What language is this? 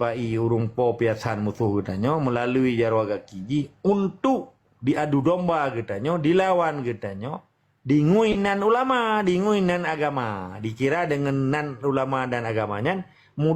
Achinese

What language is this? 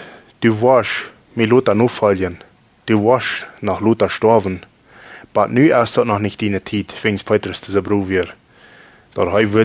Plautdietsch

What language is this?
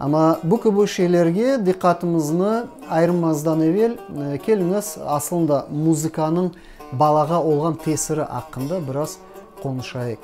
Crimean Tatar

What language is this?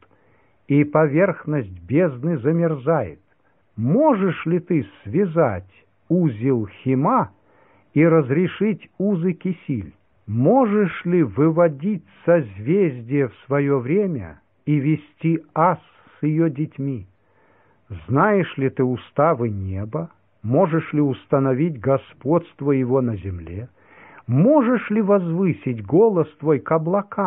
Russian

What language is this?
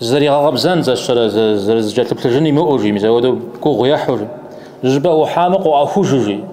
Kabardian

